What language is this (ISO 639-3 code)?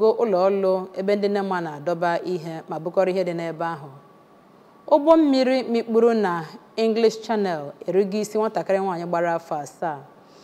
ibo